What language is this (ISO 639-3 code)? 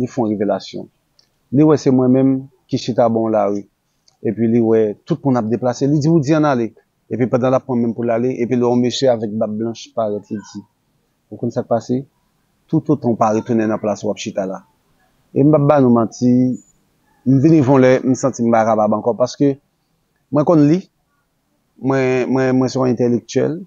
hat